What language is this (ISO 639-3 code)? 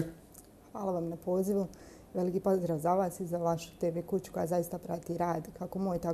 bos